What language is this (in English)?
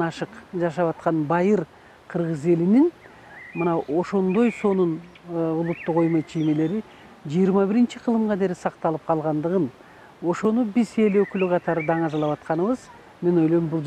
Kyrgyz